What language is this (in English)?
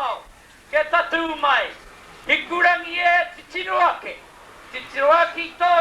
Māori